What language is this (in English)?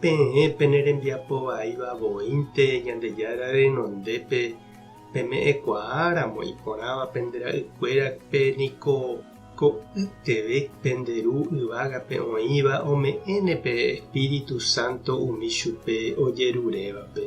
Guarani